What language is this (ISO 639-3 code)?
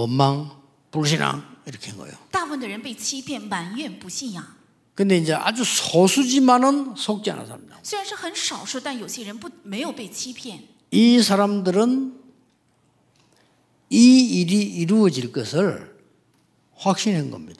kor